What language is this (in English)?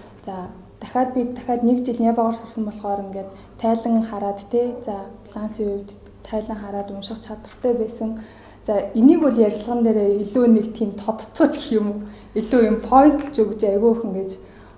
Mongolian